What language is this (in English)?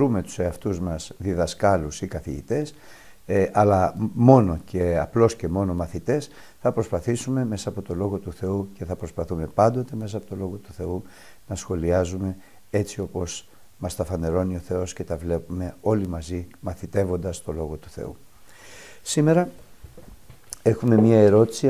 Greek